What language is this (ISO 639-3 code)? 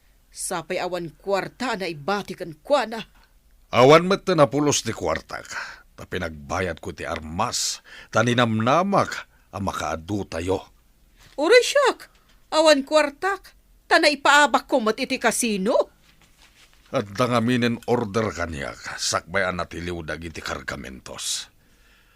ilo